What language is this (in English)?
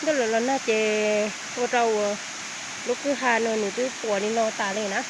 Hmong